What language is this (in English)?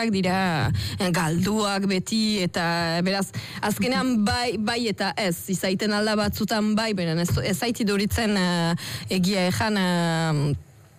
Basque